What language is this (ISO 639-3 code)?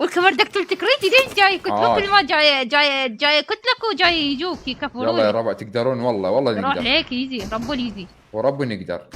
acm